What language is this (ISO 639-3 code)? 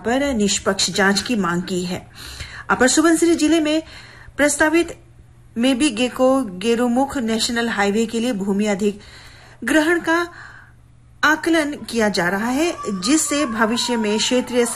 hin